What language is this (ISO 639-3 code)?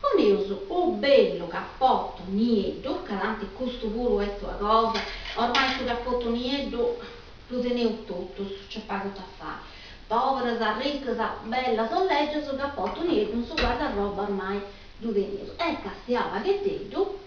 srd